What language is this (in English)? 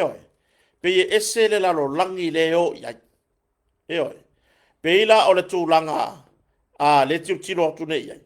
Samoan